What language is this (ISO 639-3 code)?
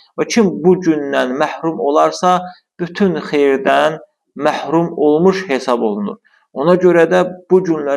aze